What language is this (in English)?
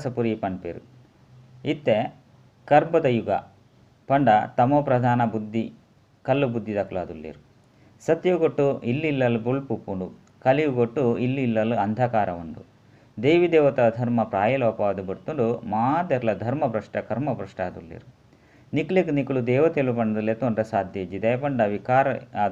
Tulu